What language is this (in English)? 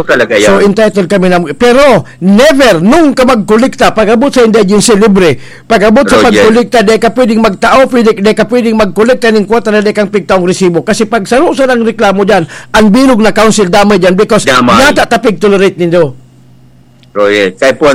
Bikol